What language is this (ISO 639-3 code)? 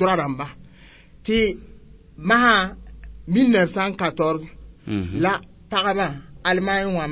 mos